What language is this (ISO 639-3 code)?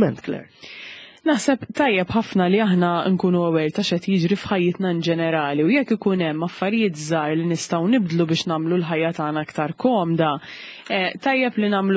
mlt